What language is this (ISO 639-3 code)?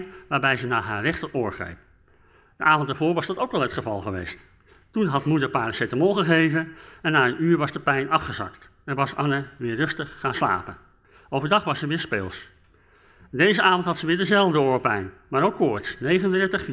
nld